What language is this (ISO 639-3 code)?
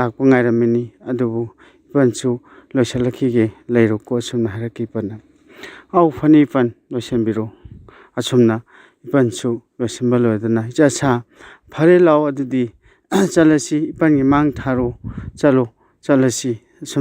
mni